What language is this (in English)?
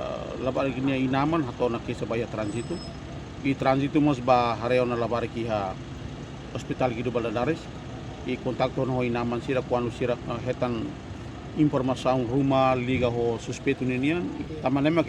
Tetum